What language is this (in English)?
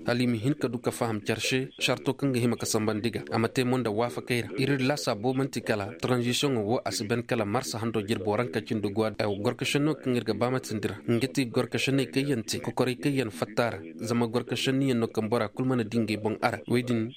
Koyraboro Senni